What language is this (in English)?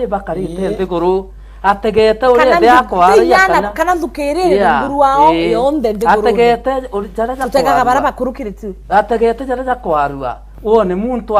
Meru